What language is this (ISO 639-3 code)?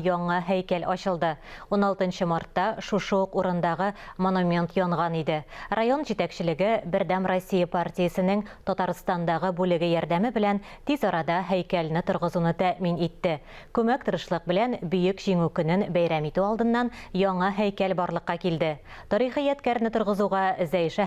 tat